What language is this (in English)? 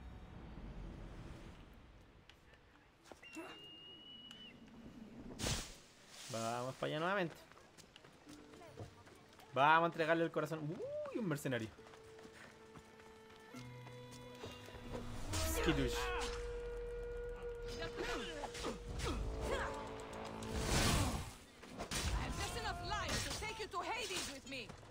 Spanish